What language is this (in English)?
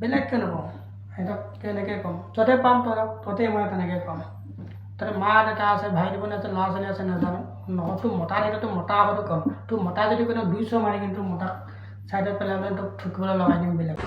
Assamese